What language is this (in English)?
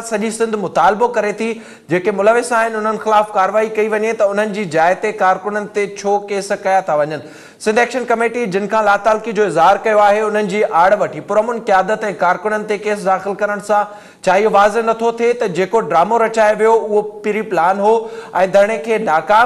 Sindhi